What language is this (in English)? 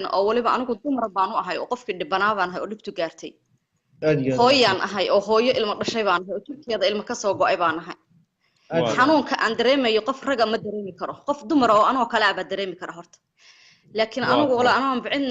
Somali